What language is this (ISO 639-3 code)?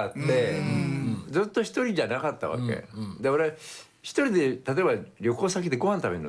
jpn